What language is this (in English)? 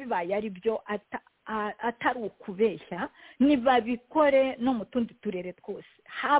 Kinyarwanda